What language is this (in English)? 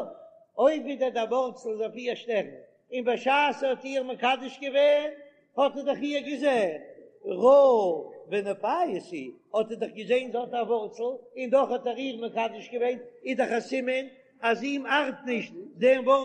Yiddish